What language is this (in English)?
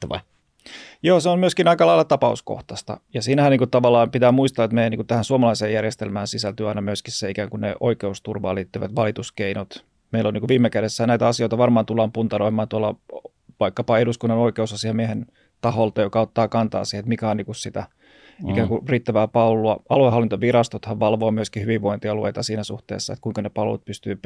Finnish